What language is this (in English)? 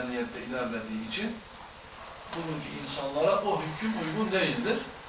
Turkish